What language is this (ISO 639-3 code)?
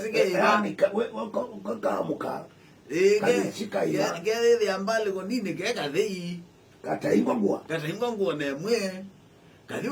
kam